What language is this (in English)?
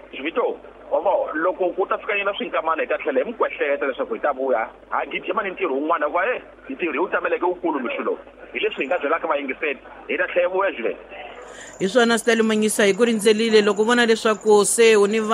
Tsonga